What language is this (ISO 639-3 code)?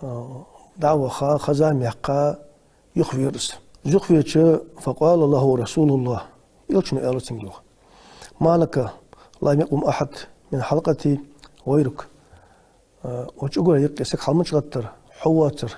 inh